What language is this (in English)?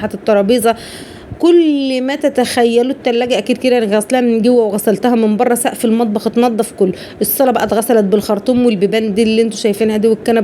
Egyptian Arabic